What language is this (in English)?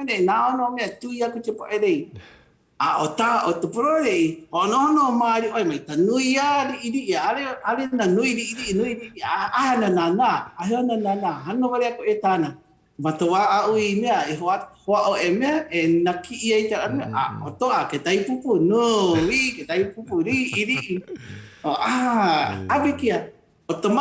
Hawaiian